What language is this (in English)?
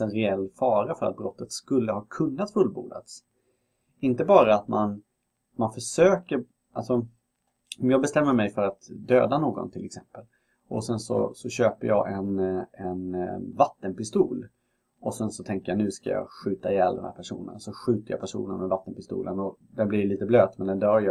Swedish